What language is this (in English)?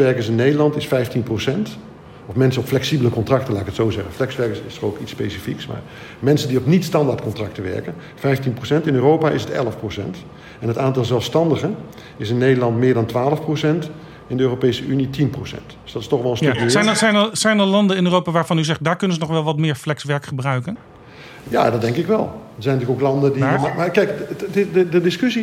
Dutch